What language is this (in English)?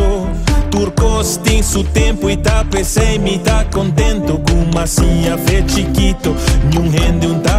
Papiamento